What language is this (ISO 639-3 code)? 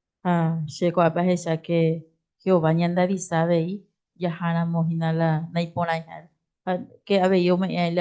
grn